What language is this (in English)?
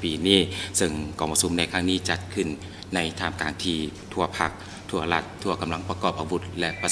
Lao